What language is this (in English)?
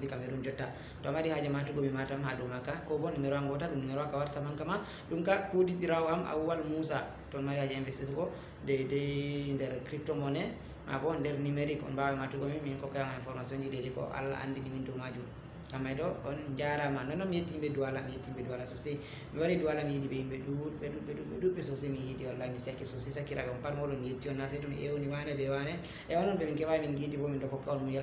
Fula